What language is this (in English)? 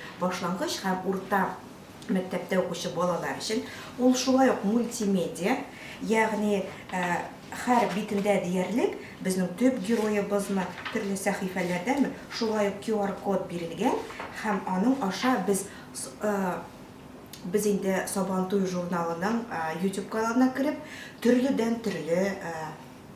Tatar